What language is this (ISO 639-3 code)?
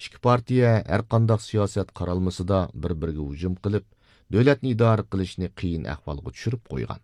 uig